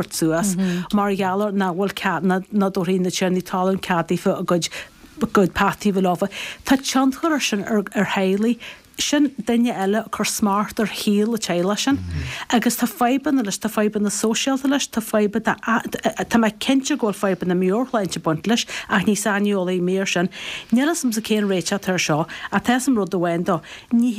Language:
Irish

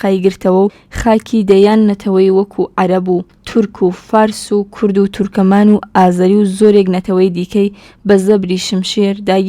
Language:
Central Kurdish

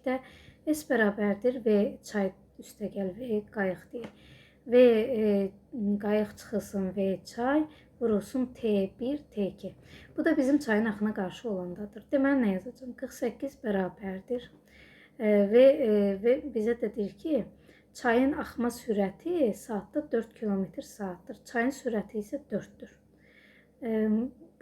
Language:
Azerbaijani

